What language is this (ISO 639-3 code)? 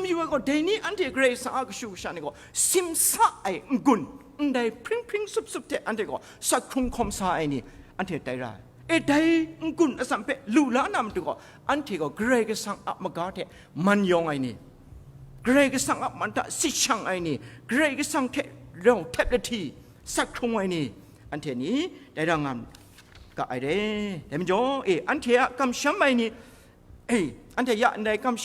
kac